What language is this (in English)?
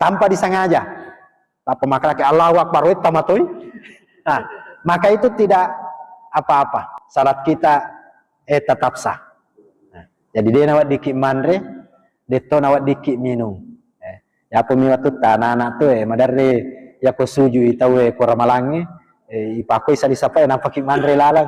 Buginese